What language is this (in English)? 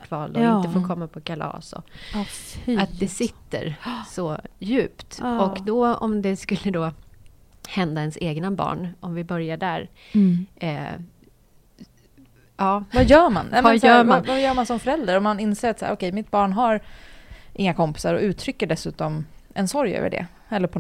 Swedish